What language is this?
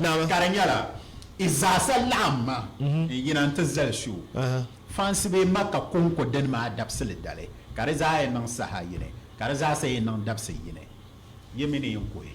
Dagbani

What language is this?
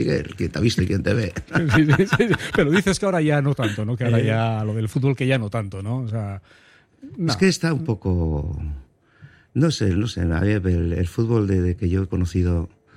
Spanish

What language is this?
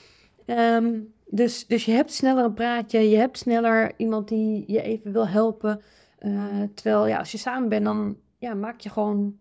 Dutch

